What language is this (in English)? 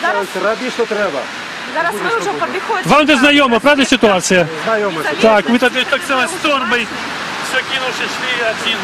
Belarusian